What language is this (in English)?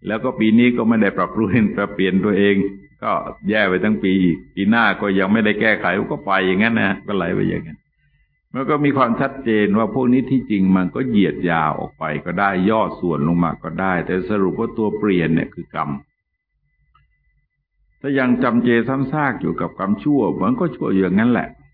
Thai